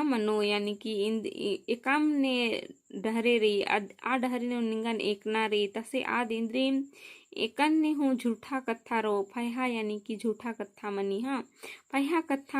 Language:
Kurukh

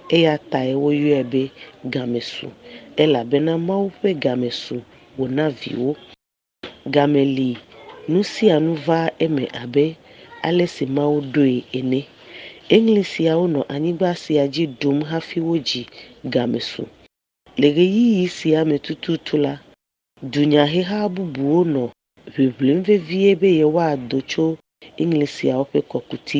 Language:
Ewe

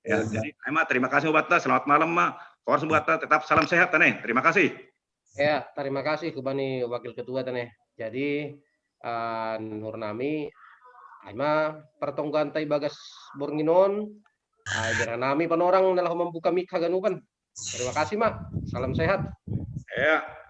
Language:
Batak Simalungun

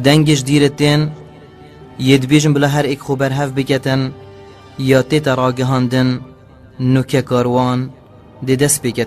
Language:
Kurdish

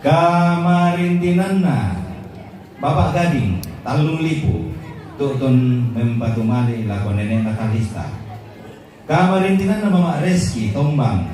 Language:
Toraja-Sa'dan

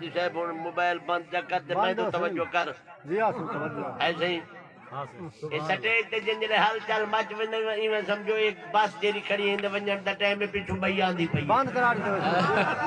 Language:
Saraiki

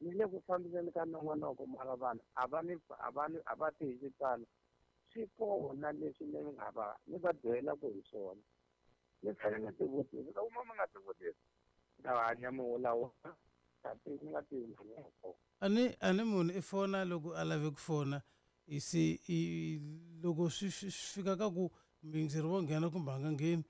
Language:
Tsonga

